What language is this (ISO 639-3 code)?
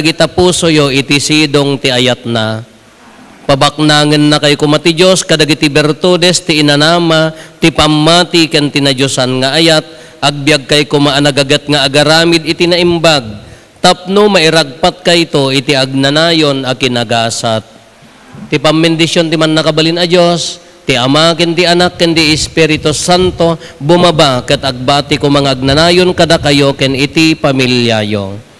ilo